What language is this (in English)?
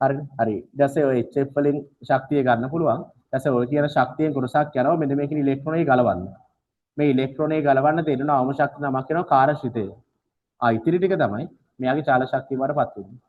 Sinhala